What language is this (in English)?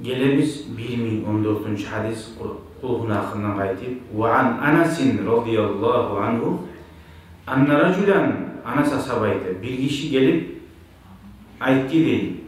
Kumyk